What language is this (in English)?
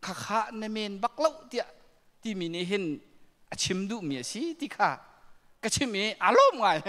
Hakha Chin